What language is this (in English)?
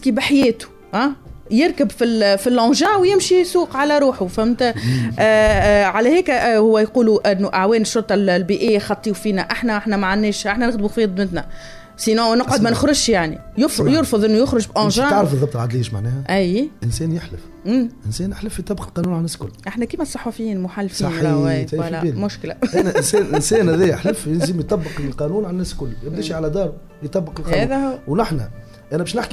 Tunisian Arabic